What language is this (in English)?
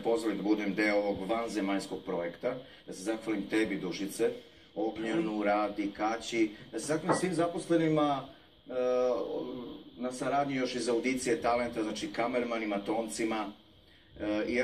Serbian